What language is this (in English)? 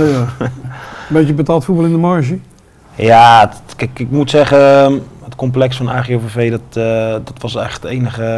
Dutch